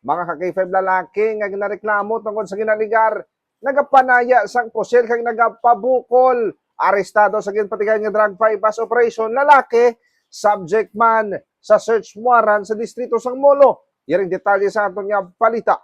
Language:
Hiligaynon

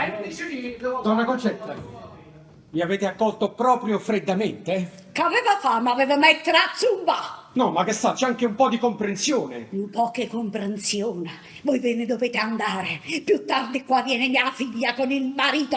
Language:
Neapolitan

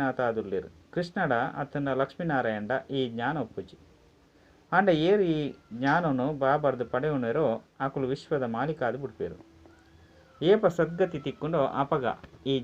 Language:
Tulu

